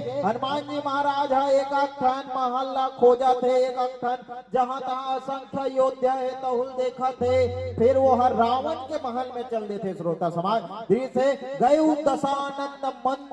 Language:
Chhattisgarhi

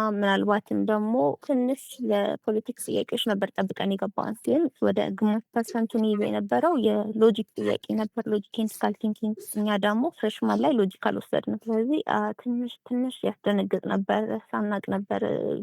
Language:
Amharic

